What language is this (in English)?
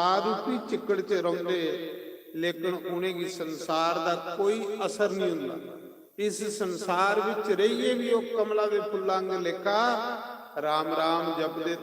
Dogri